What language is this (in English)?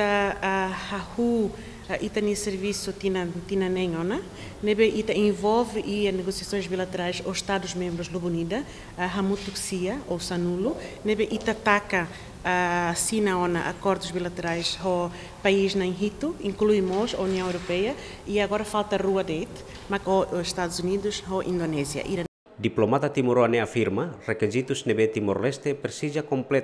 Tetum